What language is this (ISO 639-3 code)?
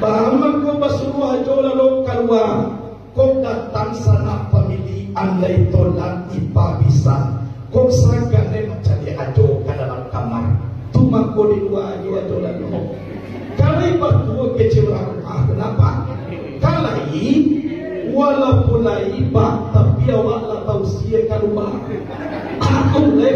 min